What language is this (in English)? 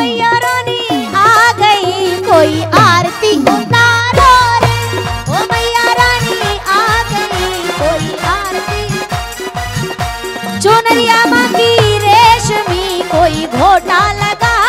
Hindi